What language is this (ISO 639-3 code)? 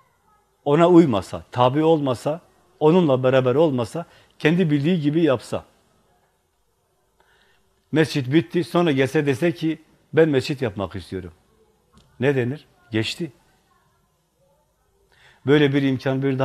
tur